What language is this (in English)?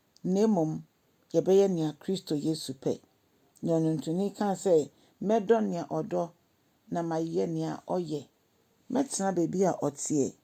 Akan